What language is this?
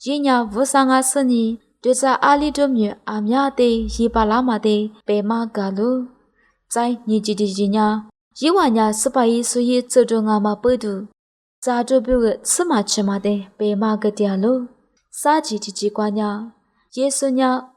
Lisu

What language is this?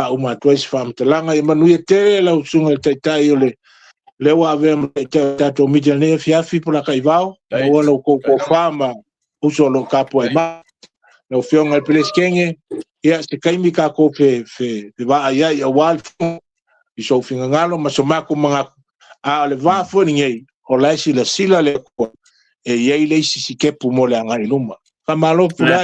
Samoan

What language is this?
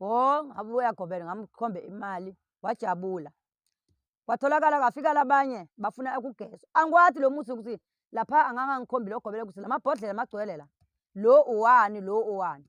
Zulu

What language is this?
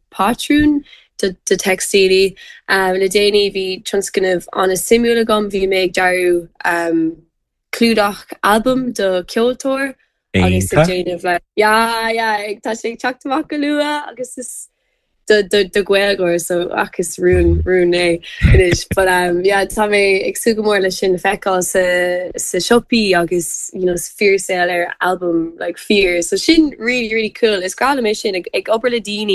Irish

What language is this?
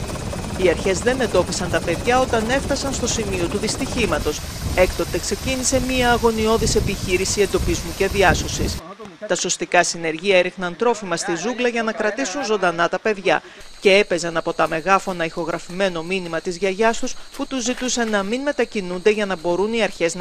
Greek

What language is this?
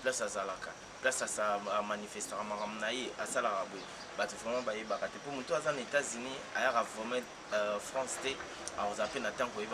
Lingala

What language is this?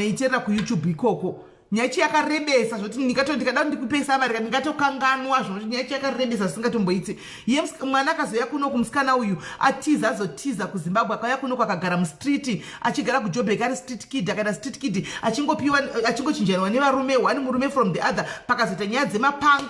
Shona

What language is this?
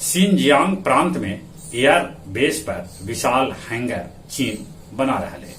Magahi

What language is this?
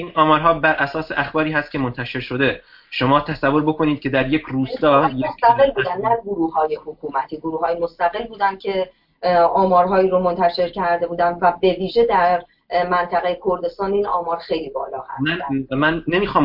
Persian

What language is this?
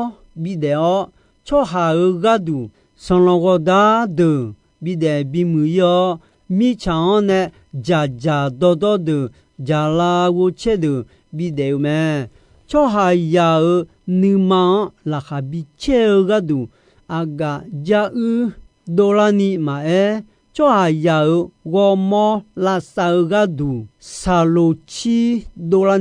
Akha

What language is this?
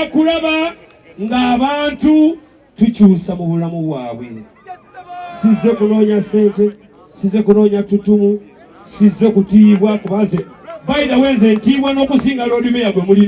Ganda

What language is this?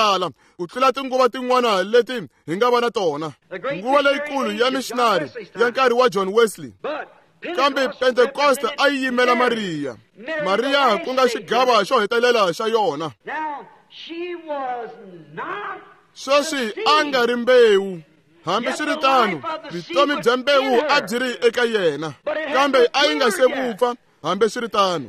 Tsonga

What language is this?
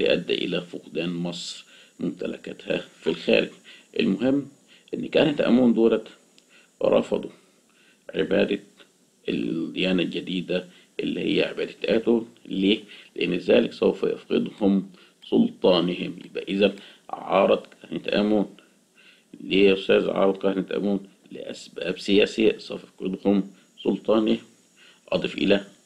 Egyptian Arabic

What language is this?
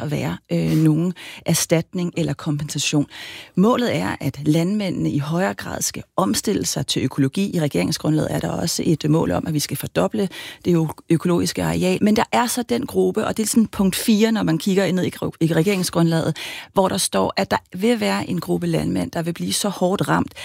Danish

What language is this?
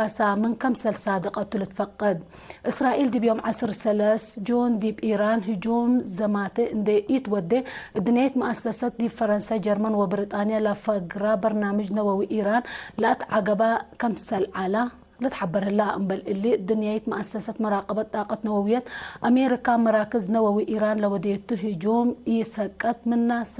Tigre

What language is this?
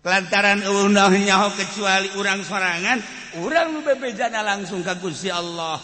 Sundanese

